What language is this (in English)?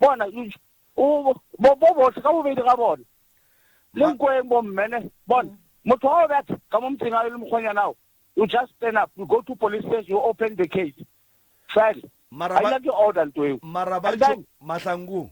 Northern Sotho